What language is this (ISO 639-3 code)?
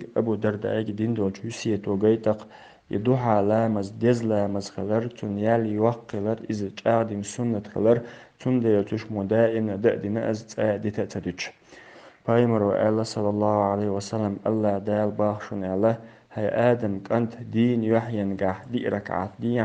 che